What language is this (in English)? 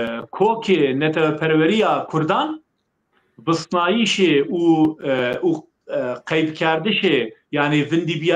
Zaza